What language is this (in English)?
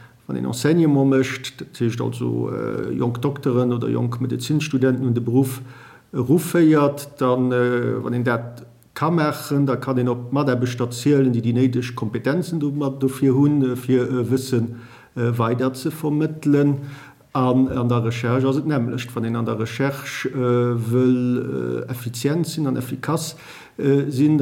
Luxembourgish